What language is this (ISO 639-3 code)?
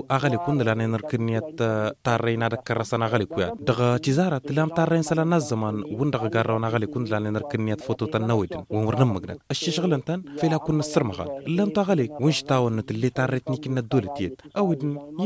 taq